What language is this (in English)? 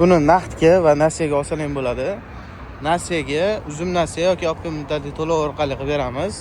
Uzbek